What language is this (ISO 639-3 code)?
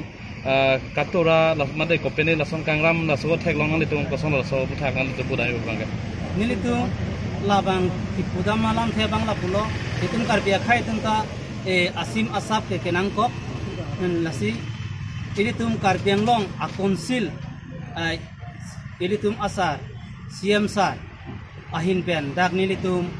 mjw